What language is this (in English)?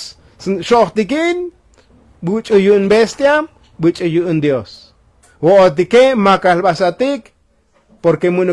Tzotzil